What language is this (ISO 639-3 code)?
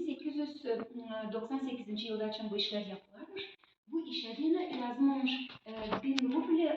gag